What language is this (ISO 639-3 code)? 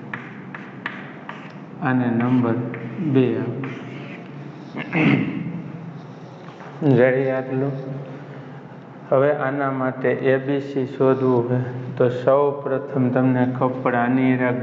guj